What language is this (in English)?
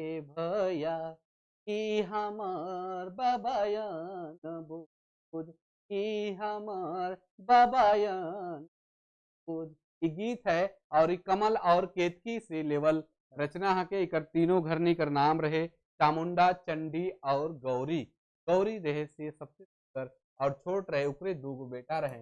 Sadri